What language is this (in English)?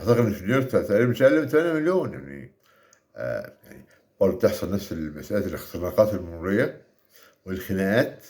Egyptian Arabic